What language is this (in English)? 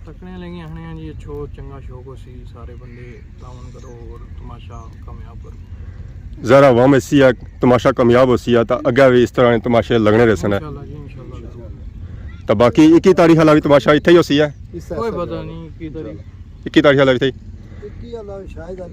Pahari-Potwari